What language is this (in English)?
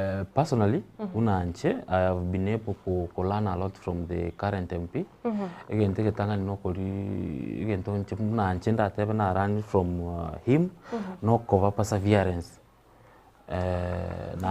Gusii